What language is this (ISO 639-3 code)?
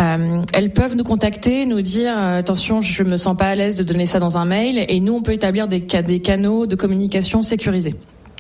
fra